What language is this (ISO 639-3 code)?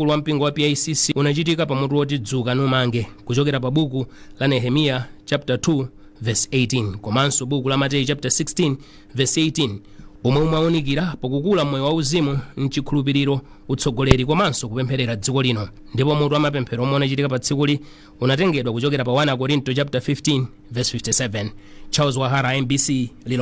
nya